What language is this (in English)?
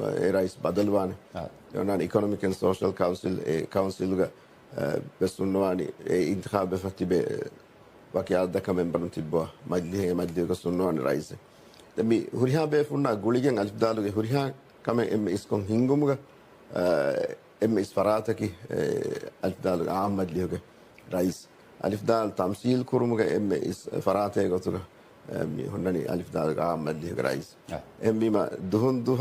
Divehi